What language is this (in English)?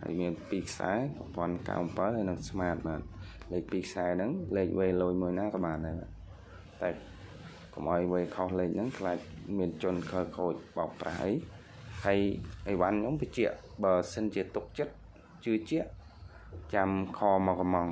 Khmer